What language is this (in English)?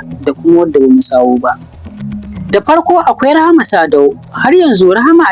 Hausa